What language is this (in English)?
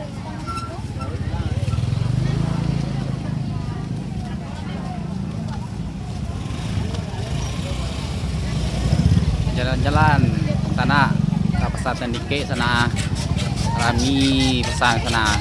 Minangkabau